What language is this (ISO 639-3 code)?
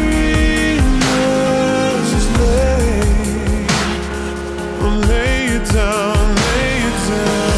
eng